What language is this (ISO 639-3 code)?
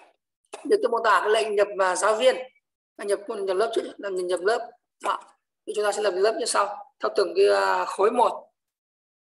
vie